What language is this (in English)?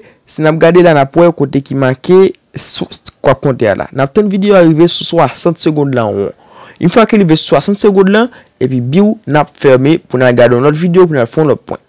Haitian Creole